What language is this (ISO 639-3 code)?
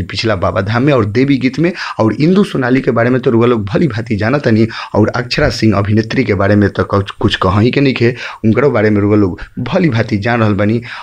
bho